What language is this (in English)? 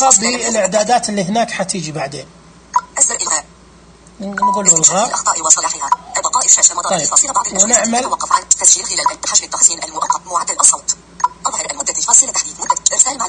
Najdi Arabic